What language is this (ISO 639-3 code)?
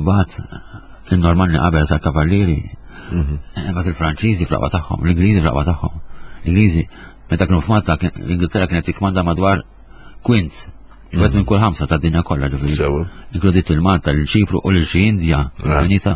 mlt